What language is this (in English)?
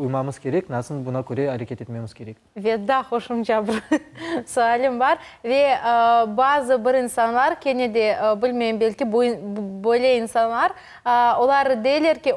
Crimean Tatar